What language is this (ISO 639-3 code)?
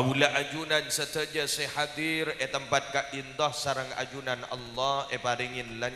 mad